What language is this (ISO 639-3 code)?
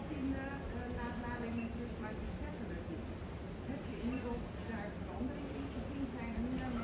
nld